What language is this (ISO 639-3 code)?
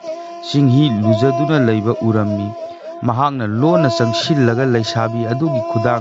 mni